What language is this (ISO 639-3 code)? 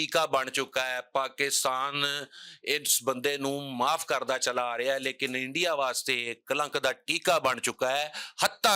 lah